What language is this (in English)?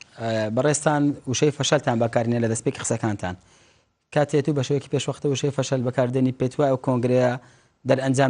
Kurdish